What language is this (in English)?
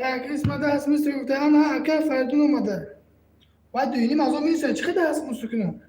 Tajik